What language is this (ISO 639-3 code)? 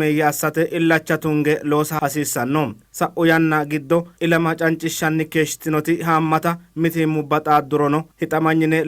sid